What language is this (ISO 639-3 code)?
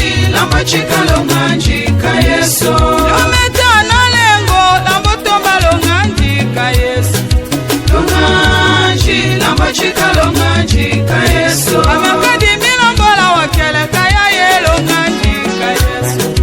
tll